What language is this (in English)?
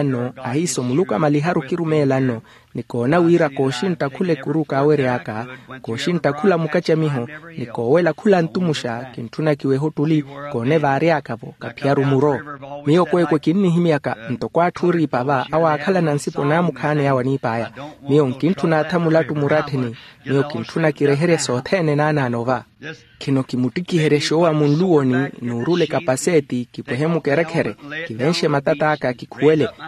Makhuwa